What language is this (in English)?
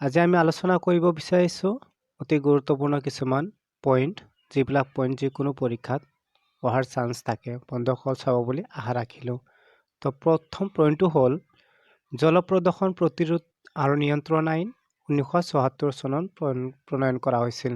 Assamese